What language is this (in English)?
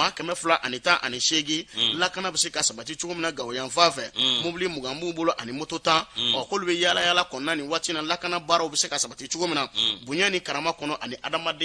Bambara